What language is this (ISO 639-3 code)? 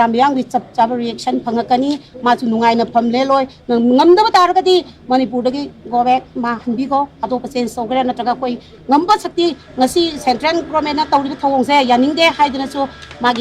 mni